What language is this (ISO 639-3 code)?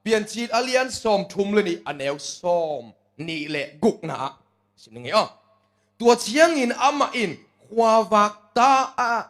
ctd